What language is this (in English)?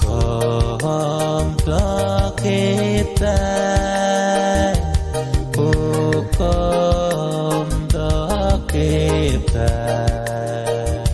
Pohnpeian